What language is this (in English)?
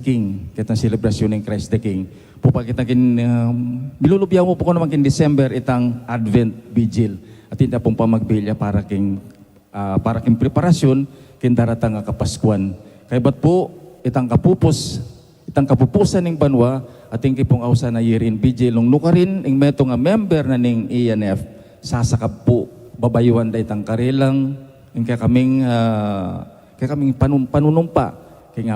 Pampanga